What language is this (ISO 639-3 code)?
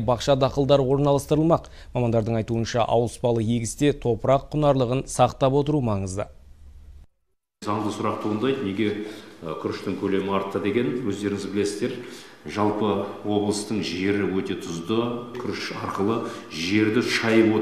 kaz